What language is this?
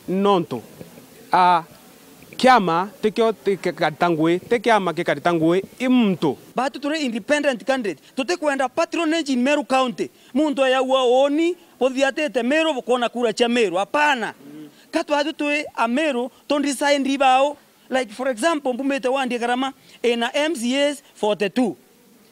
Meru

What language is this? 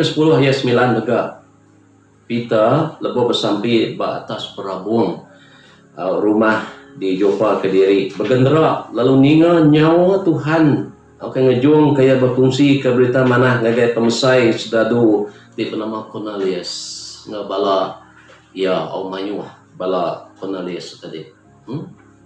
Iban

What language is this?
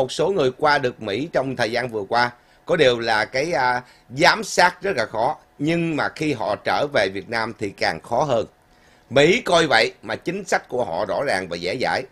Vietnamese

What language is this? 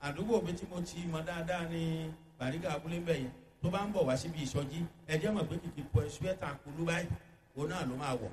Yoruba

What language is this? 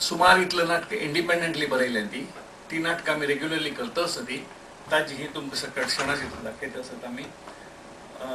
Konkani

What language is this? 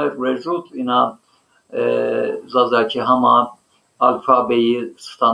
Zaza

